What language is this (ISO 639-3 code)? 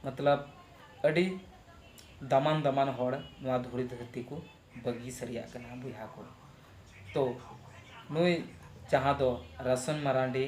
sat